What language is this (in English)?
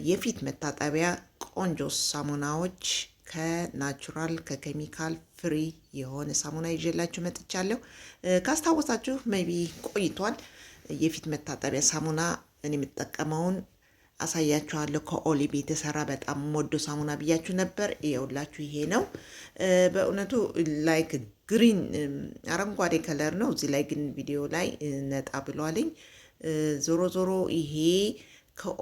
Amharic